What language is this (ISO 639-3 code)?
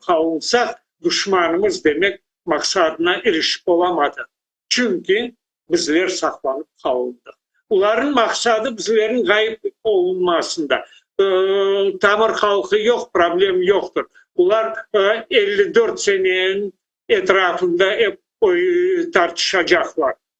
crh